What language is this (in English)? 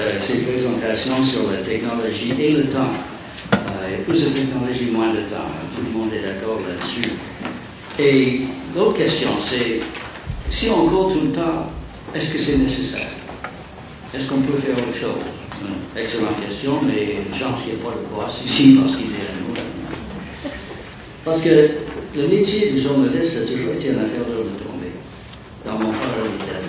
French